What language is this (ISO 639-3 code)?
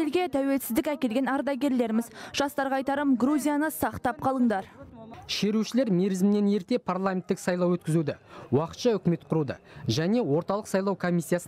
kaz